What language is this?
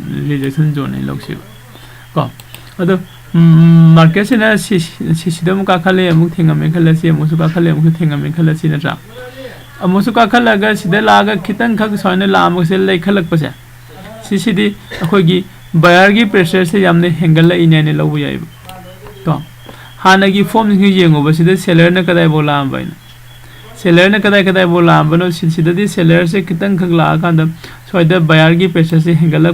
Manipuri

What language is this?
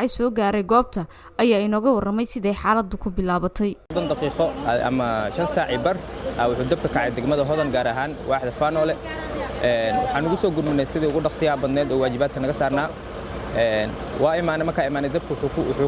Somali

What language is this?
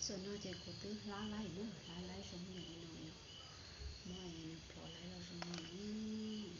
Hmong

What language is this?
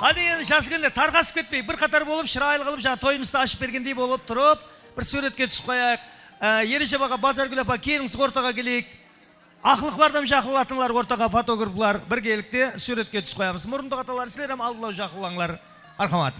Kara-Kalpak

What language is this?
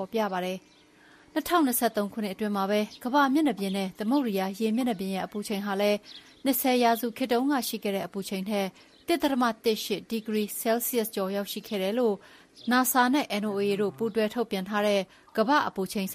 Burmese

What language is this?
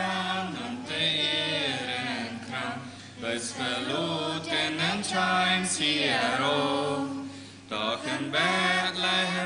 Plautdietsch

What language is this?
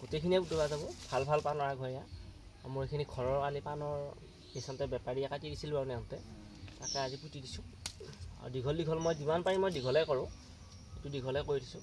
Assamese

